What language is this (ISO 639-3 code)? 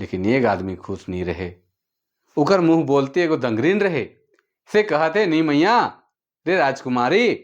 sck